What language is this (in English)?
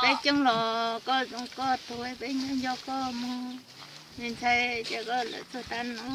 Hmong